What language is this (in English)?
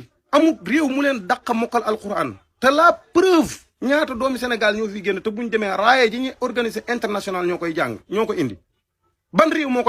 Wolof